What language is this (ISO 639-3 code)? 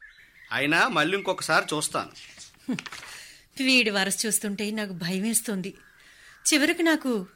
tel